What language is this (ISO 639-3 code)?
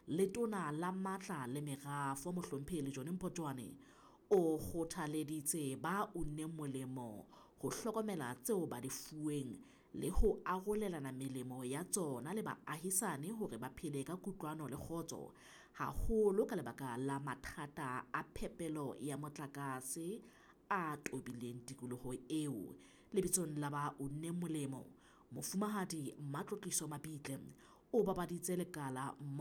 sot